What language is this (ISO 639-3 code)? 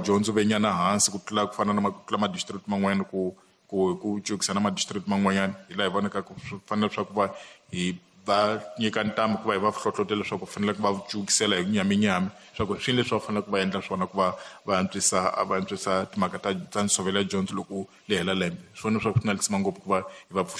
tso